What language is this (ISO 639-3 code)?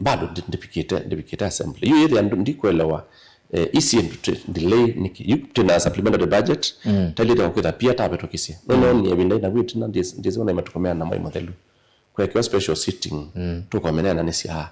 kam